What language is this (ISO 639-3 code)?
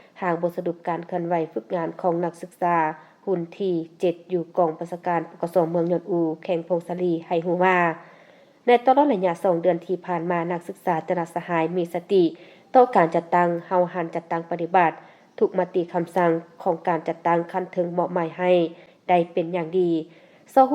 lao